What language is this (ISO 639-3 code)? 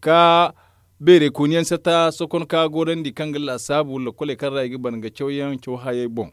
dje